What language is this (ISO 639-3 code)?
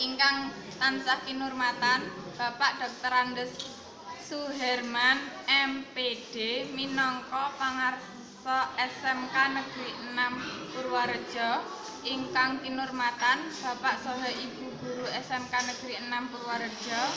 jav